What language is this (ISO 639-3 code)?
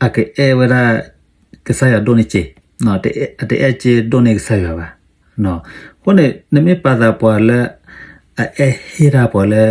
ksw